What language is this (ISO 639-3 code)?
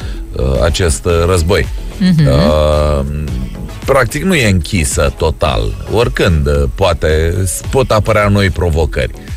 ron